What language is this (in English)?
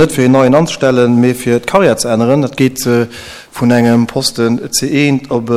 Luxembourgish